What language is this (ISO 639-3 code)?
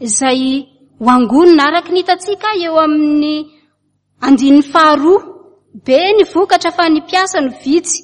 mlg